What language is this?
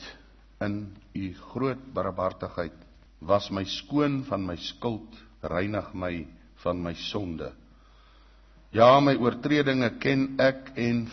Afrikaans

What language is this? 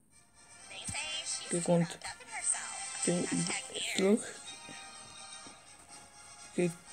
Dutch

